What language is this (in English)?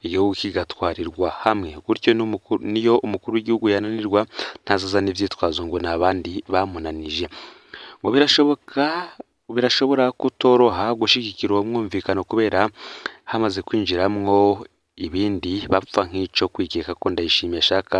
Rundi